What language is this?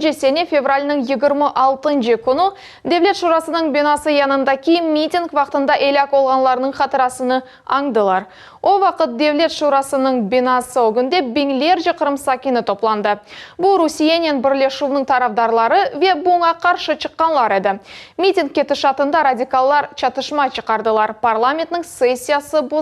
Crimean Tatar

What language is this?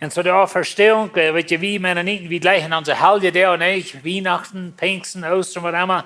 Plautdietsch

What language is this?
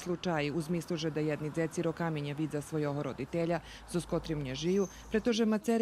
Rusyn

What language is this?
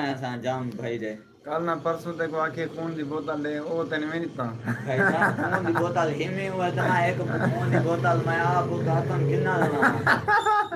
Saraiki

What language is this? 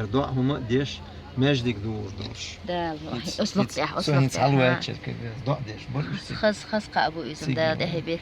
Chechen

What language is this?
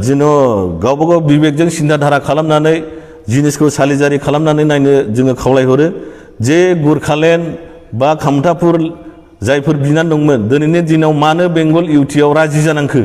Bodo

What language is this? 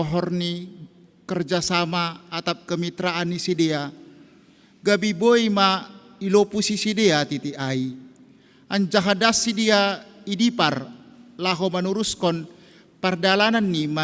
Batak Simalungun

